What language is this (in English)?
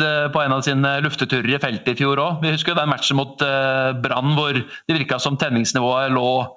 Norwegian